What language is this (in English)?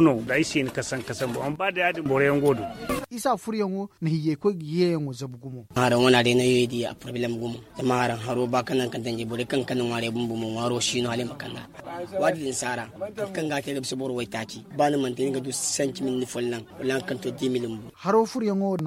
Zarma